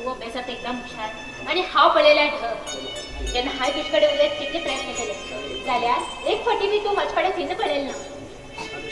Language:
Konkani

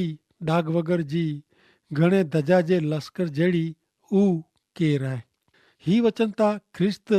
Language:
Kachhi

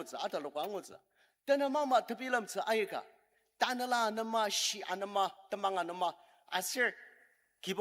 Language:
Ao Naga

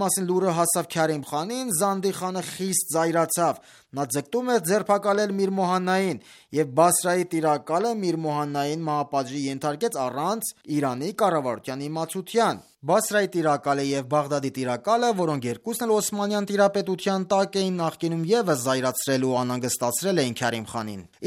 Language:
Armenian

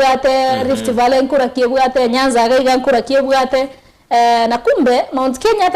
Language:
Gusii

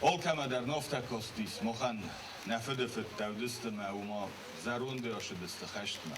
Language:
Ossetic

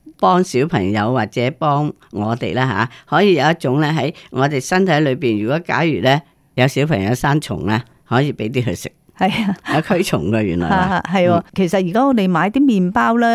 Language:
Cantonese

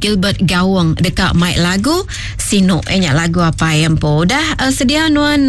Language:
Iban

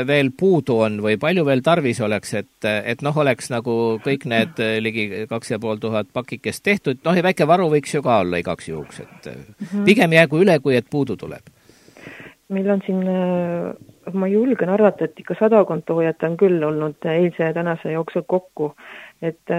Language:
Estonian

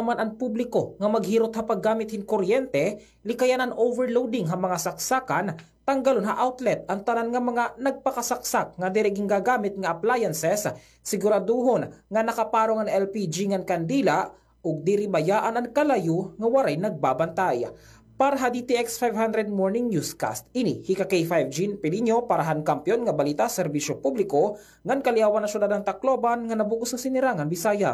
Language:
Waray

